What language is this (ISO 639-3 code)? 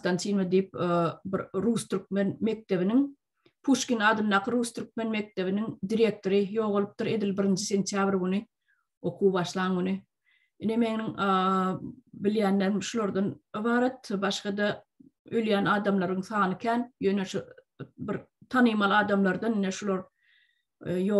tuk